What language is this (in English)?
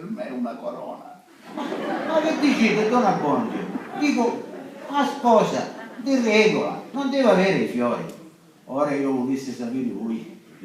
Sicilian